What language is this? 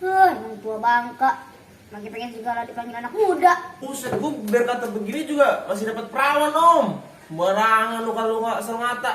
Betawi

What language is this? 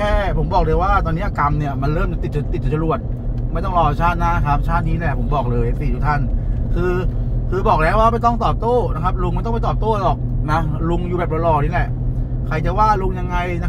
Thai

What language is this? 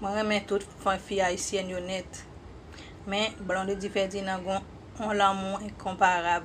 Haitian Creole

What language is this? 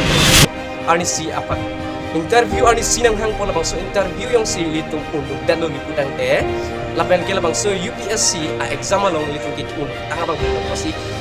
Karbi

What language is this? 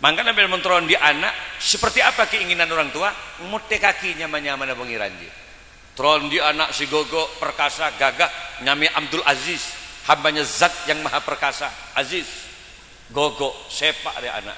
Madurese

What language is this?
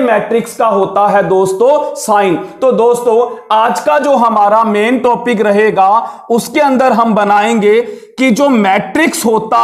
Hindi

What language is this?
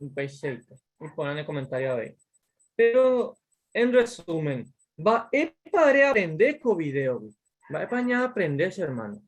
Guarani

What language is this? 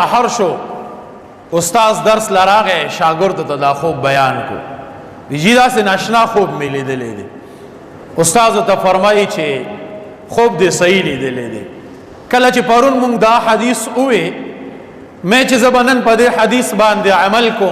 Pashto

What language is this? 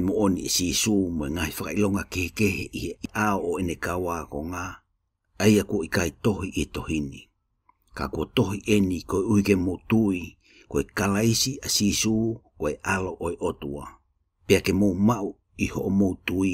Tongan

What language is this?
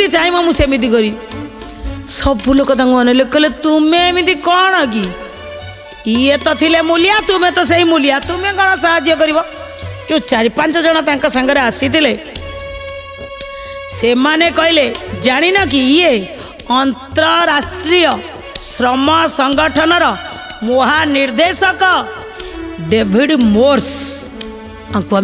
Odia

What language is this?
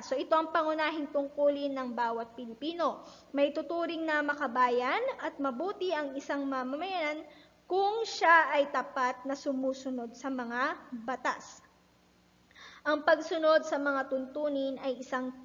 Filipino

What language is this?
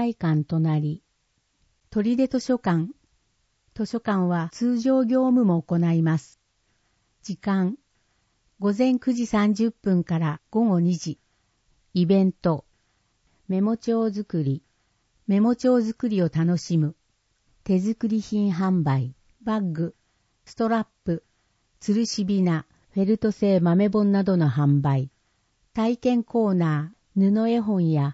Japanese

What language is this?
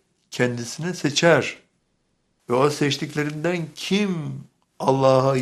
Turkish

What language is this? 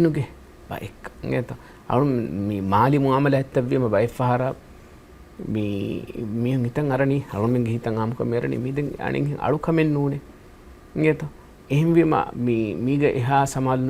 Divehi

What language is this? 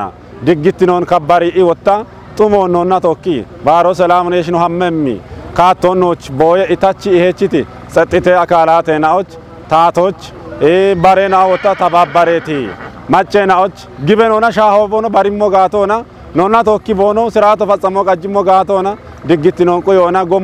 Kafa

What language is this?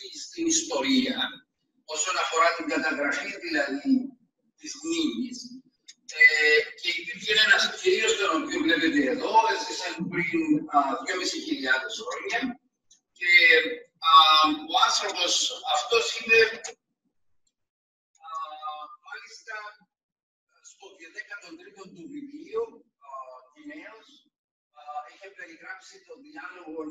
Greek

